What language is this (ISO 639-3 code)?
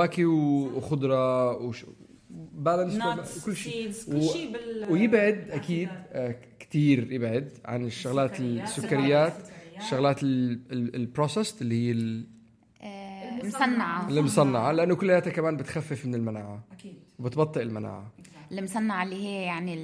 apc